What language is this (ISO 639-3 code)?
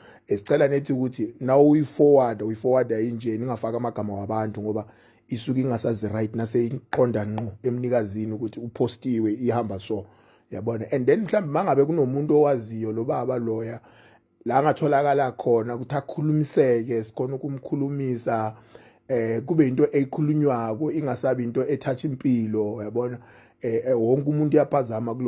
zul